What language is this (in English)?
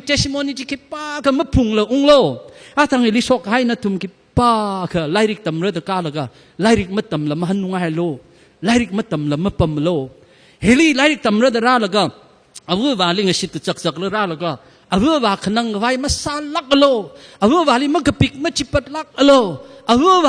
Tangkhul Naga (India)